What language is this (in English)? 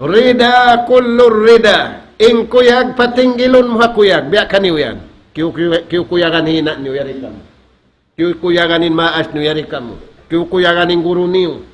Tausug